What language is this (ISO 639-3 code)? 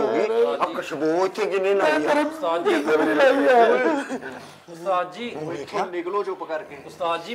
pan